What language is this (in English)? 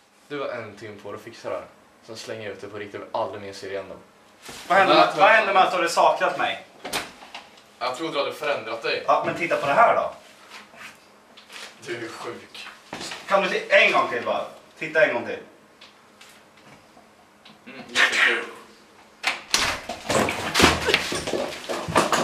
Swedish